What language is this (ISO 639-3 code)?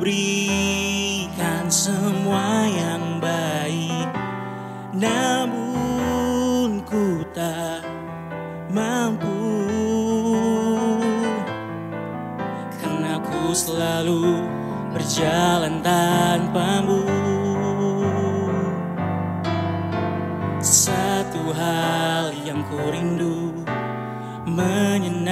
ind